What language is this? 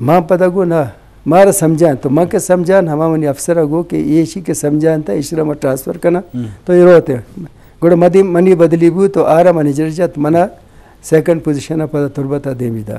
Eastern Balochi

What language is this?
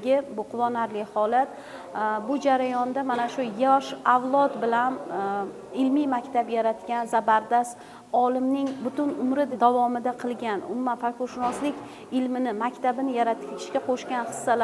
Uzbek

